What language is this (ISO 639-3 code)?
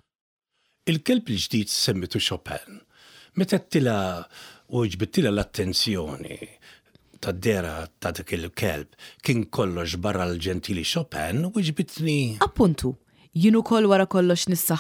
mlt